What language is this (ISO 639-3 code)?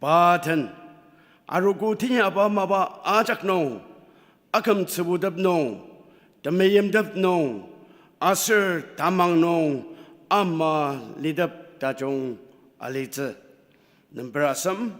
njo